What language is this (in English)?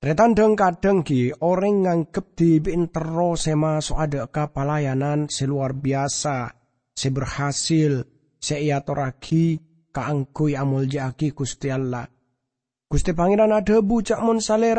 Madurese